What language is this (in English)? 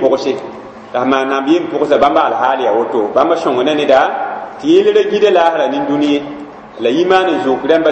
Mossi